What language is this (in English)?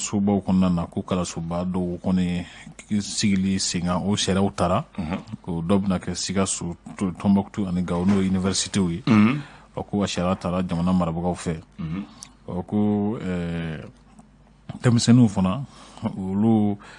Bambara